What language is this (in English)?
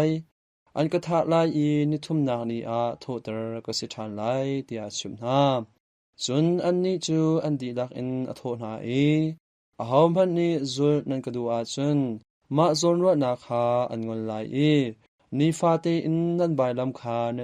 Hakha Chin